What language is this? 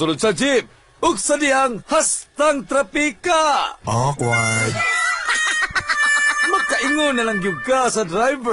Cebuano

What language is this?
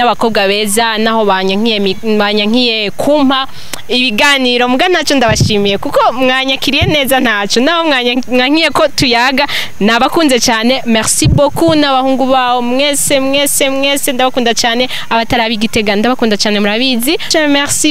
Rundi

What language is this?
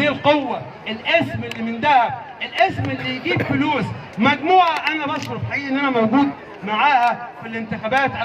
Egyptian Arabic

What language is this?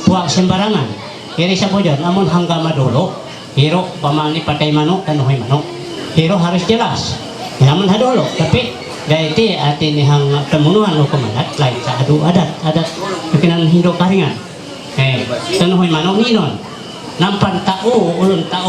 Ma'anyan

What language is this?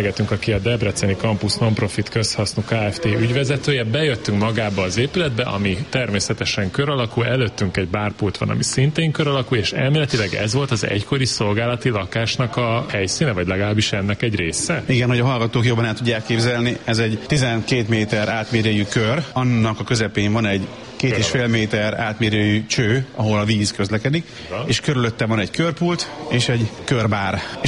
Hungarian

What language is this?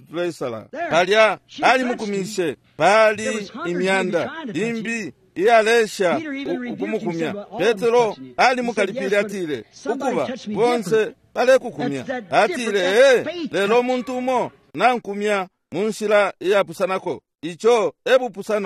Bemba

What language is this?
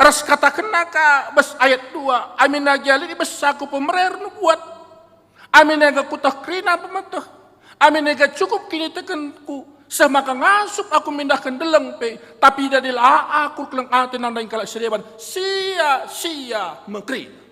Batak Karo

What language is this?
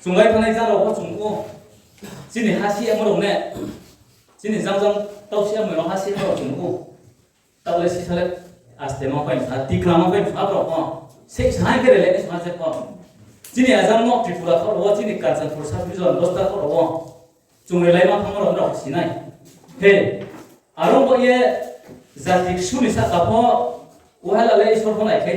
Riang (India)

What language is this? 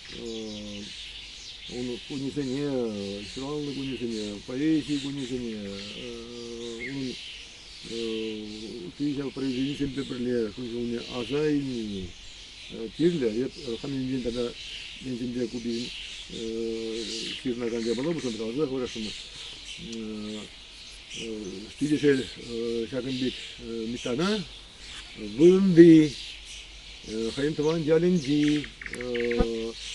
Chuvash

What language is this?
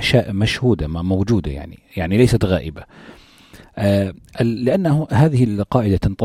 North Levantine Arabic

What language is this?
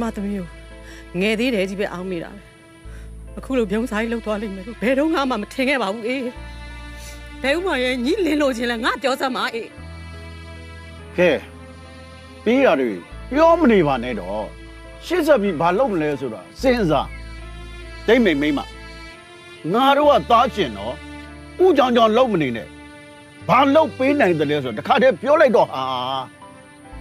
Burmese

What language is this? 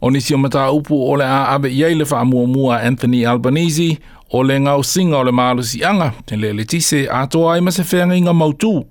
Samoan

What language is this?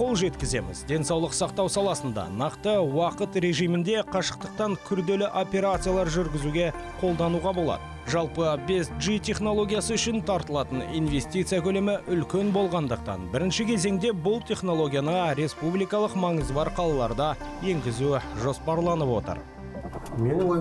Kazakh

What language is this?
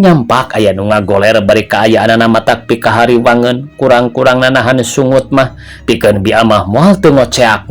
Sundanese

